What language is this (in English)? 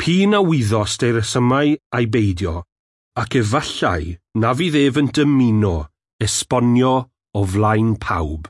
Welsh